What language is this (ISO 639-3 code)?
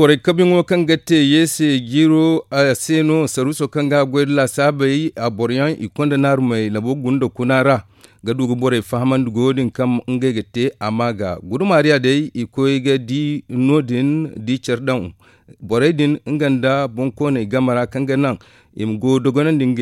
dje